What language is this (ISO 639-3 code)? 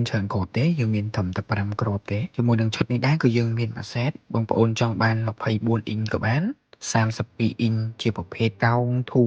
khm